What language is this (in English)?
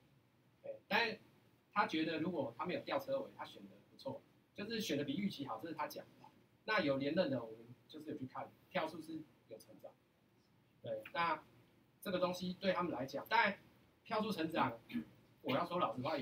Chinese